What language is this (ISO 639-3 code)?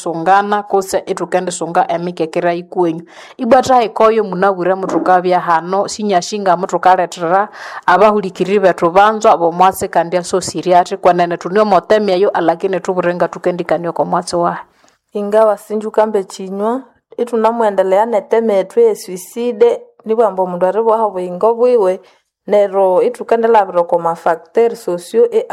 nnb